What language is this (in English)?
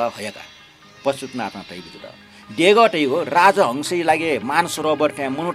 Newari